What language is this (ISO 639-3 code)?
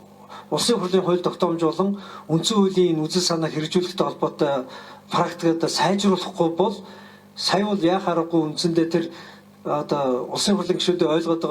mon